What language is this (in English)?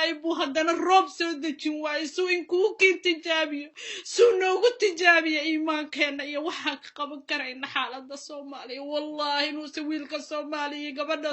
Somali